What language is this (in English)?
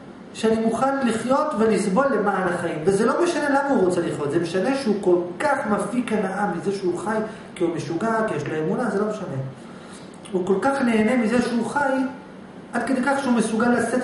Hebrew